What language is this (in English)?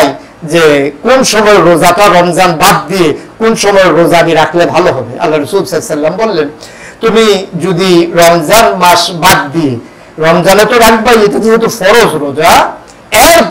Bangla